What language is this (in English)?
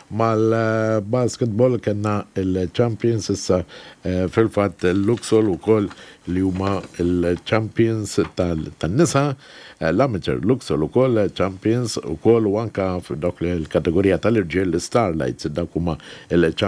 Maltese